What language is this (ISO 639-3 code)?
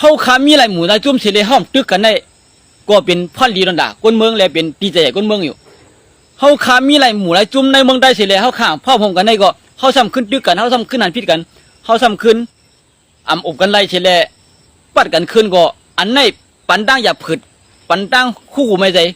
shn